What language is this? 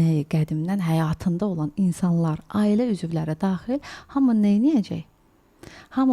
Azerbaijani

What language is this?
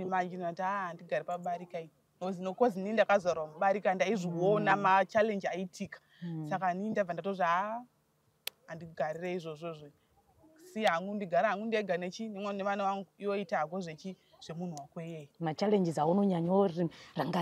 Shona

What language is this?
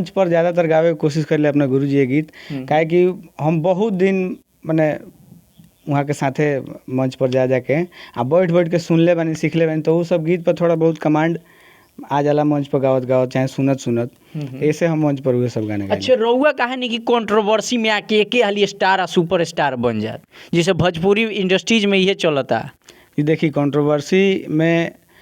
Bhojpuri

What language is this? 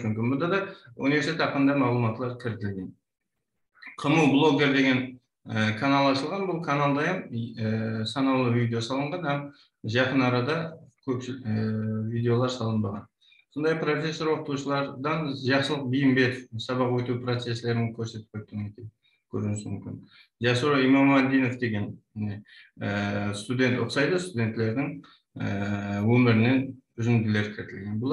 Kara-Kalpak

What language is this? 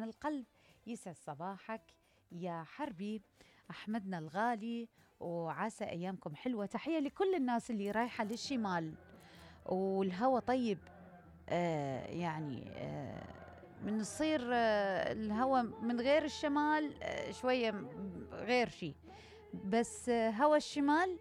Mesopotamian Arabic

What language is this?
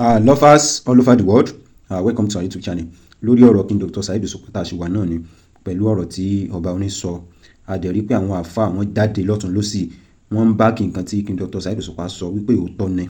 Yoruba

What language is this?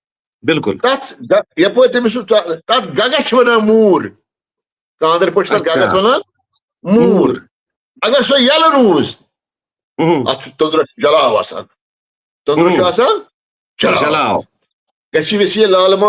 Kashmiri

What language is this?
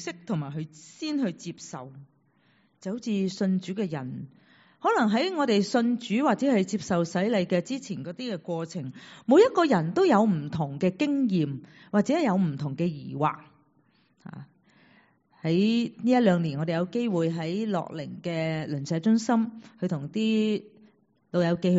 Cantonese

